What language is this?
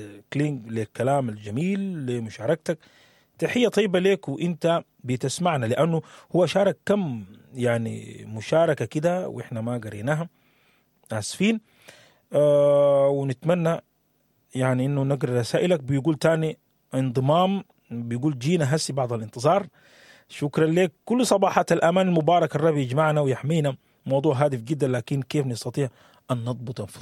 Sudanese Arabic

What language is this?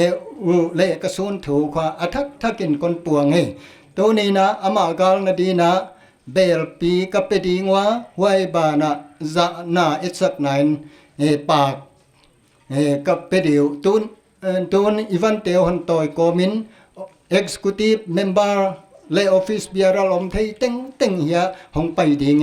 Paite Chin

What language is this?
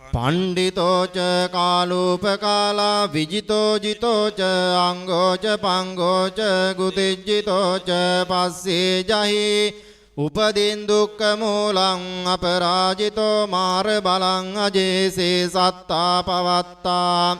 Pali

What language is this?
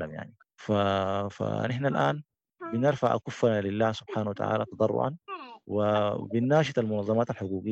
Sudanese Arabic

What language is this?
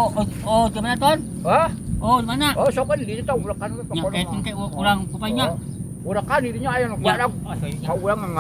Sundanese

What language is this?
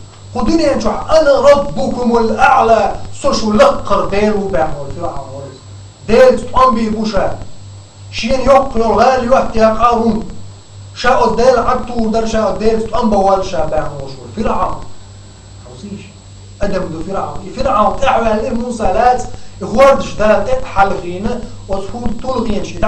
Chechen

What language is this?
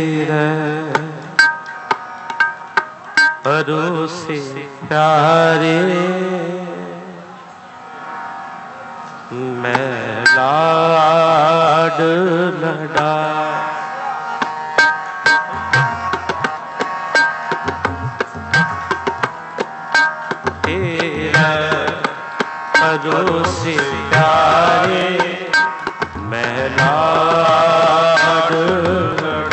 Punjabi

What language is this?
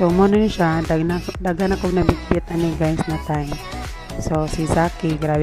Cebuano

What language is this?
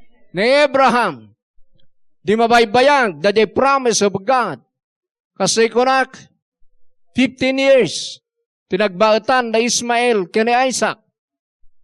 Iloko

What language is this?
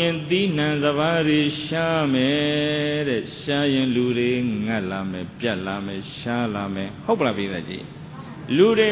Burmese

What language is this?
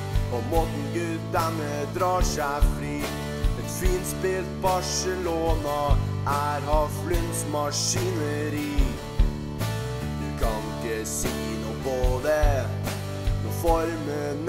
Norwegian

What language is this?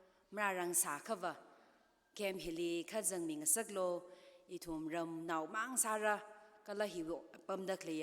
Tangkhul Naga (India)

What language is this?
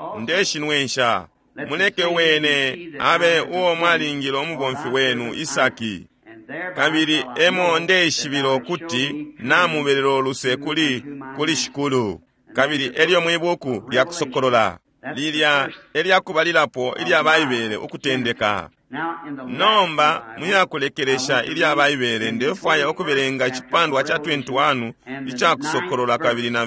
Bemba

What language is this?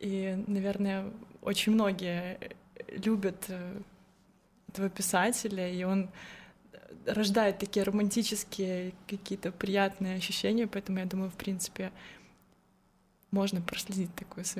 Russian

